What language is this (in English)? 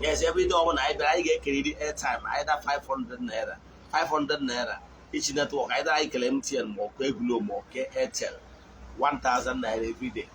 Igbo